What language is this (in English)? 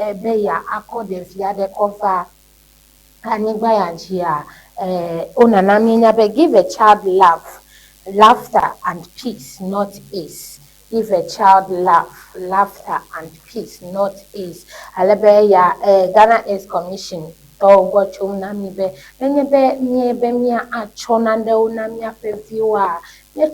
Ewe